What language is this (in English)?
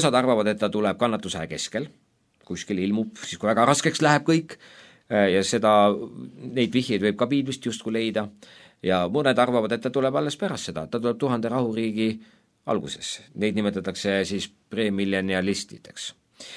Estonian